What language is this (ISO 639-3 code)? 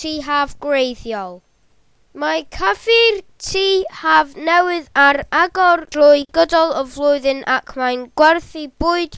cym